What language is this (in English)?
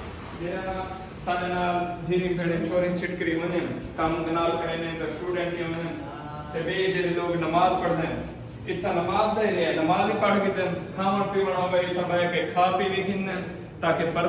Saraiki